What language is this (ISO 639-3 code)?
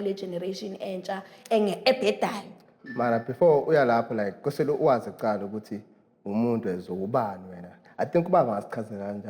zul